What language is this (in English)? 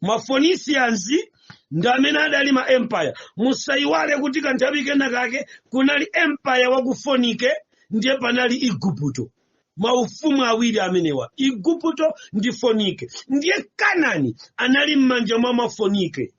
Nyanja